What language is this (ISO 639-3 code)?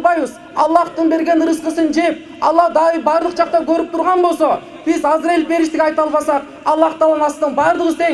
kir